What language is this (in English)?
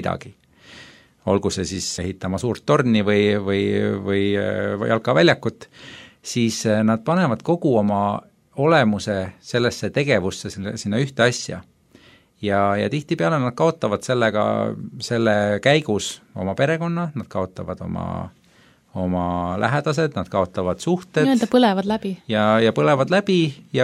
Estonian